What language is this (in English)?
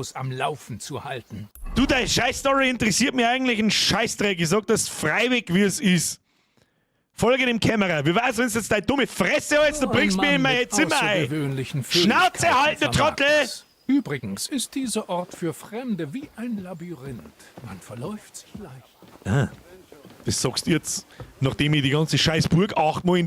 Bavarian